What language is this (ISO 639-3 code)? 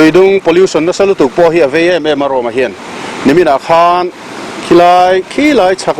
lus